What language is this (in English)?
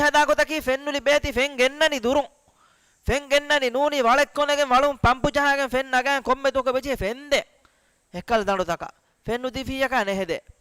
Divehi